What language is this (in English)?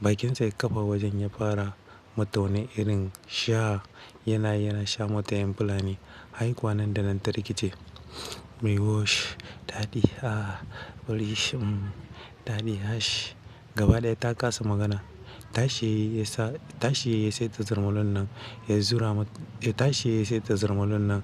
Hausa